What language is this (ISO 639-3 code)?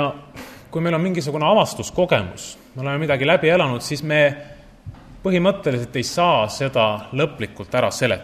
est